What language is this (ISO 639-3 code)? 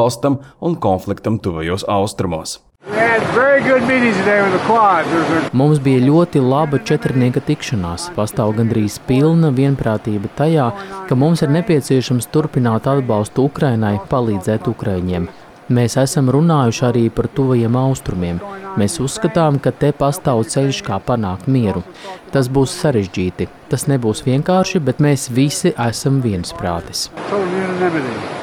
lav